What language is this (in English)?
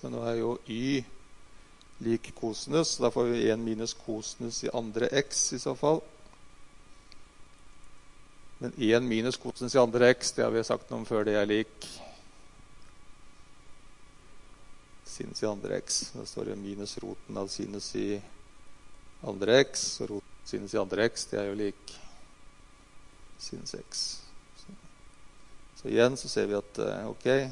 Norwegian